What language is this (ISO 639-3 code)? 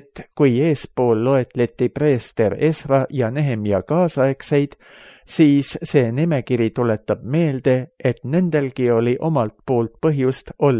est